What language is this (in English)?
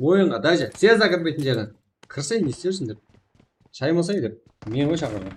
Kara-Kalpak